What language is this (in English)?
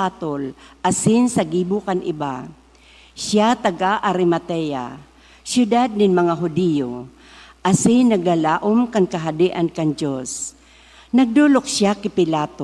Bikol